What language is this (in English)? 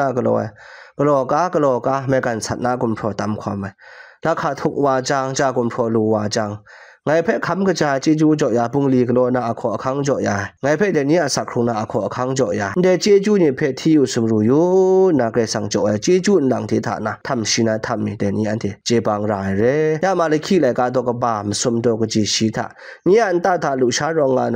Kachin